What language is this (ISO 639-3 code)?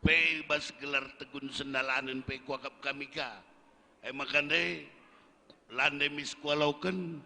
btx